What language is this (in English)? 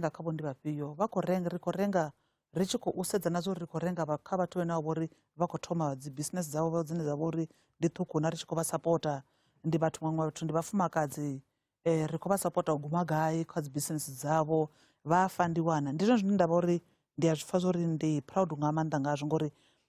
Venda